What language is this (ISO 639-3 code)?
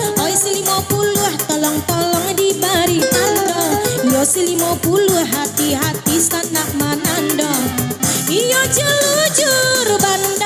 min